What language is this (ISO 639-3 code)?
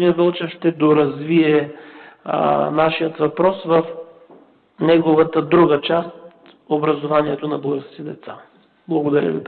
bul